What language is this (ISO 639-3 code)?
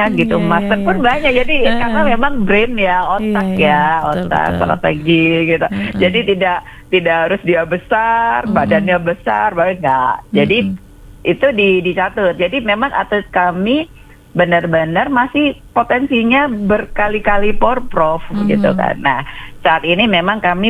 ind